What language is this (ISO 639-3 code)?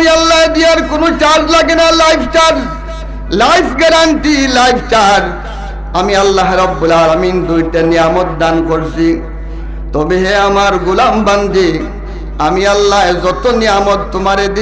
syl